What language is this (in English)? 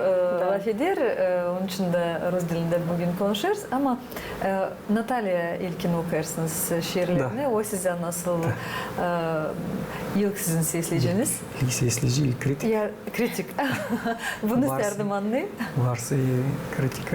Gagauz